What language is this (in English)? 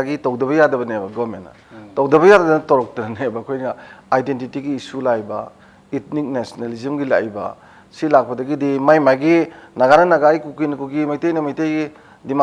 Manipuri